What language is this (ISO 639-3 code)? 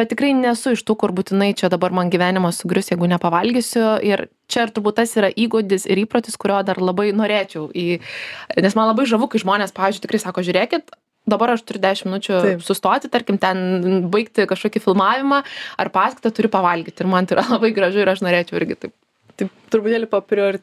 lit